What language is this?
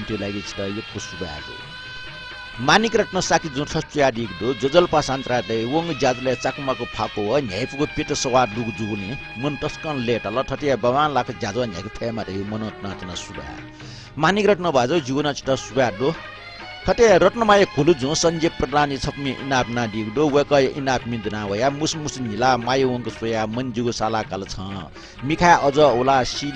Newari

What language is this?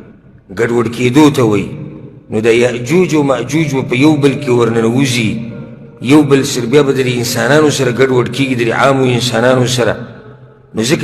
Pashto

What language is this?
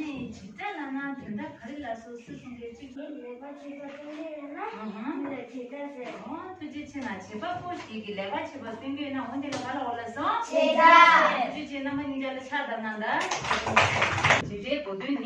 Tibetan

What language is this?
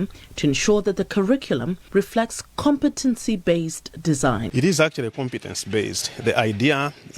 English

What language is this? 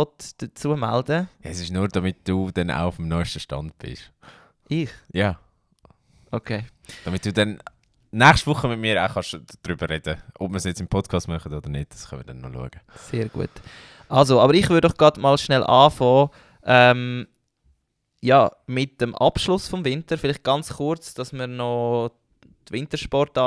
Swiss German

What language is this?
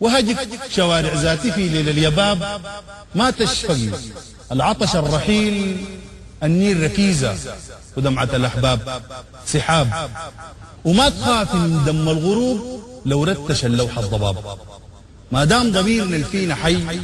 Sudanese Arabic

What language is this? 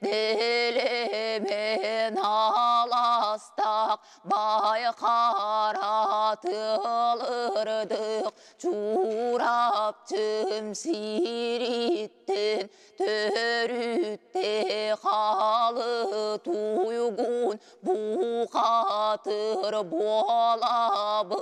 Yakut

